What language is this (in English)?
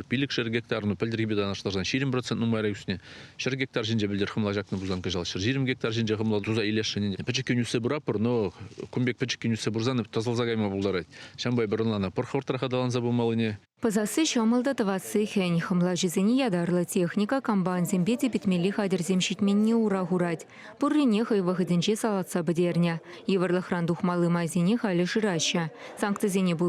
Chuvash